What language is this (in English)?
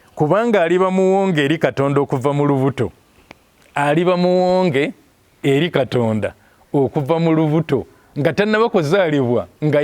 Ganda